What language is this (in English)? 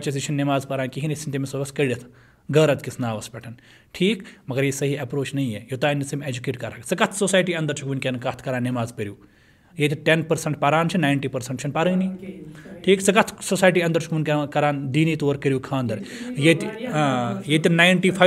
Kashmiri